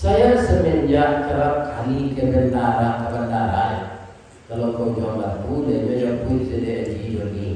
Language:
Minangkabau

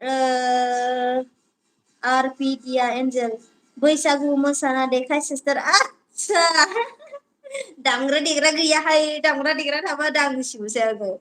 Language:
Bodo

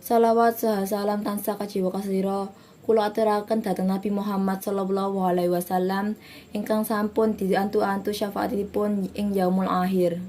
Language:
Javanese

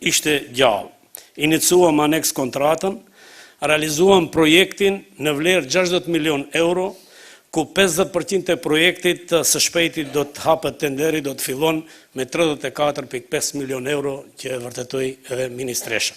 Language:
Albanian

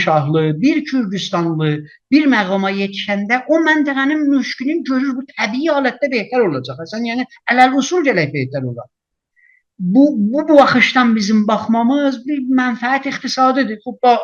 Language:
South Azerbaijani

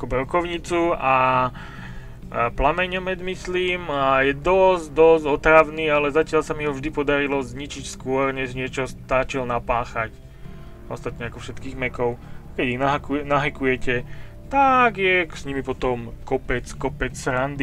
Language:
Slovak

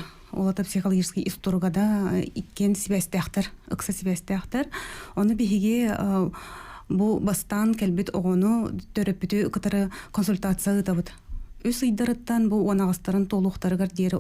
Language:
Yakut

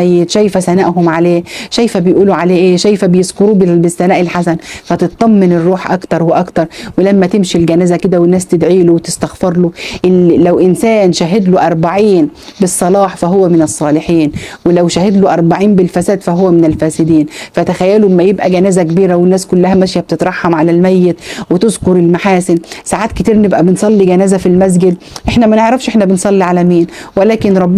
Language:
Egyptian Arabic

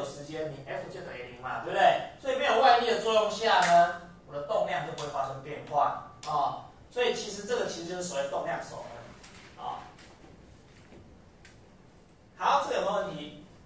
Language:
Chinese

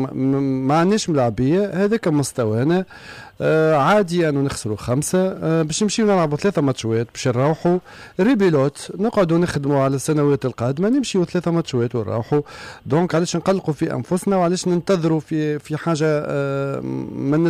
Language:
Tunisian Arabic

